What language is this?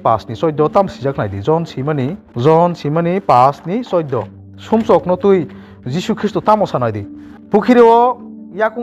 Kok Borok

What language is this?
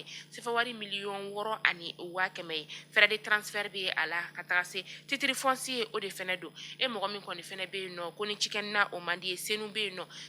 Bambara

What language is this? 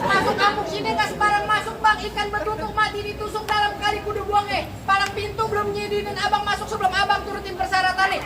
Betawi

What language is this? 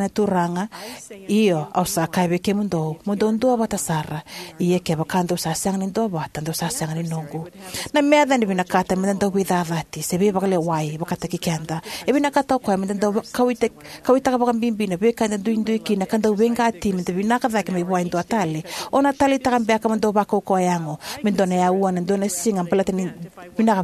Fijian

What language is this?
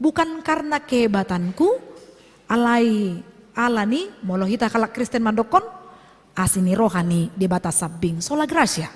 Batak Toba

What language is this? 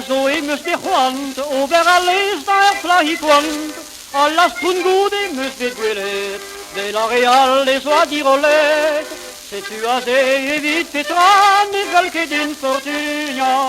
Breton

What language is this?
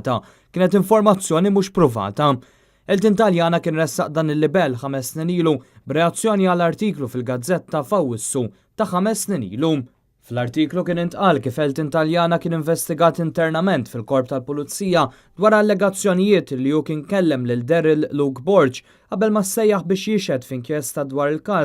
Maltese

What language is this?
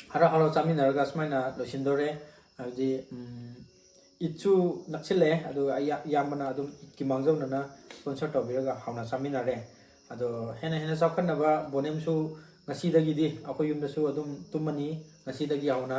Manipuri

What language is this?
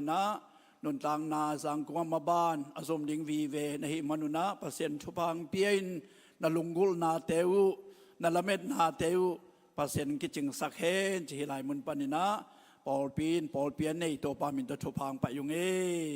Tedim Chin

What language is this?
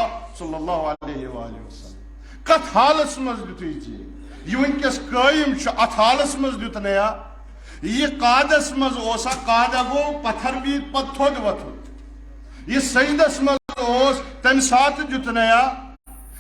Kashmiri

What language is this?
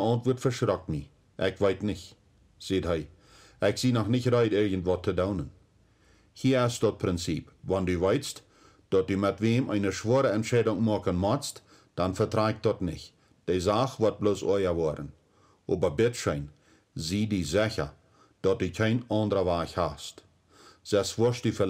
Plautdietsch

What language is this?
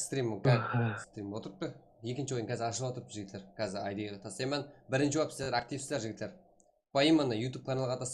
Kara-Kalpak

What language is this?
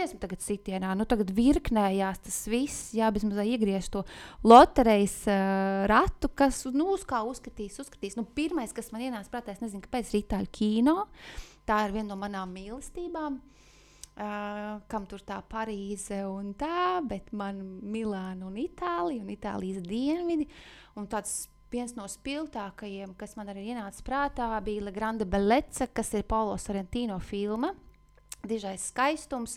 Latvian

